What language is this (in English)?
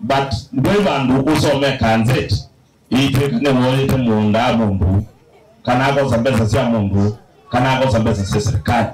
Kamba